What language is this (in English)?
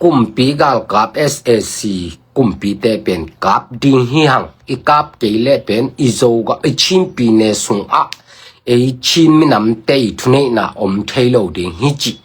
Tedim Chin